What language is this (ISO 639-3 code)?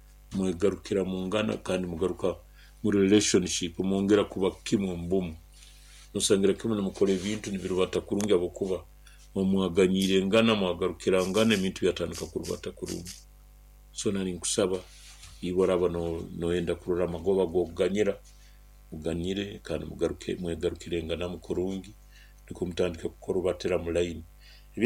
nyo